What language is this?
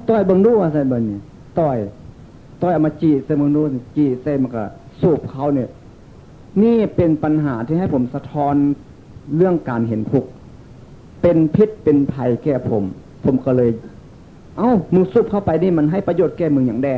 Northeastern Thai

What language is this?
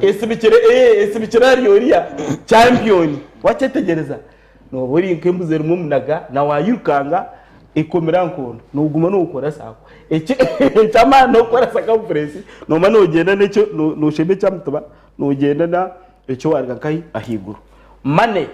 Nyankole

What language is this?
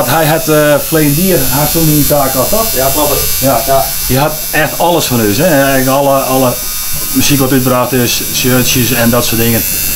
Western Frisian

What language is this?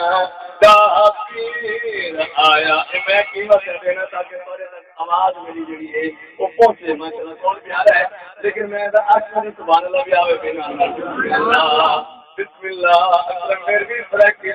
Saraiki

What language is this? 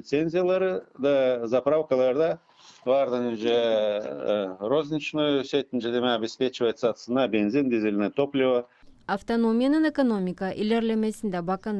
Gagauz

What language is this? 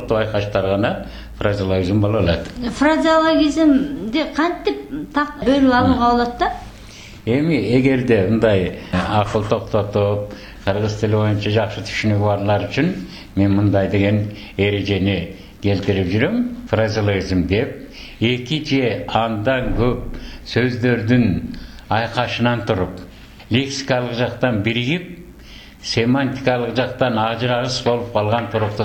Kyrgyz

